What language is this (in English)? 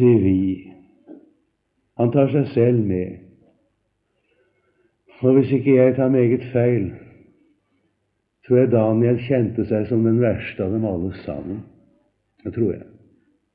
Norwegian